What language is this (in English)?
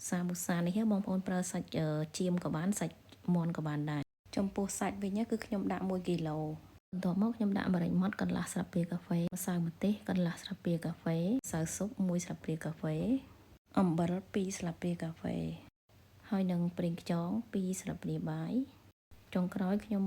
Khmer